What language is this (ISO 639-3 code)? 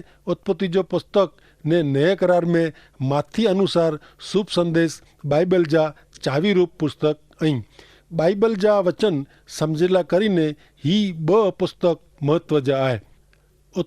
kfr